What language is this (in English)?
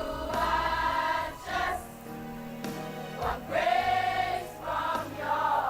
Ewe